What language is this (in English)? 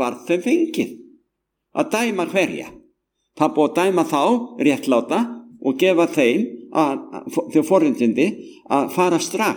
Icelandic